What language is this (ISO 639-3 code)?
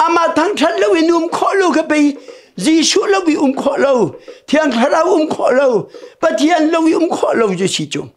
cnh